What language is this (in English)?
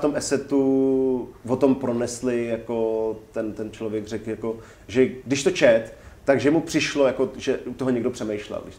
Czech